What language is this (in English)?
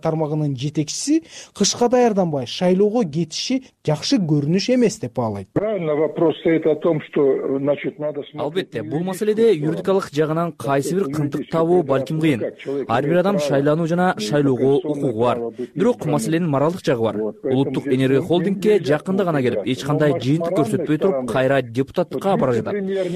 Kyrgyz